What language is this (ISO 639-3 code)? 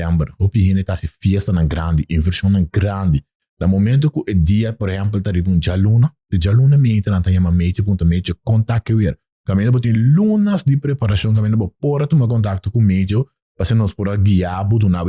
pap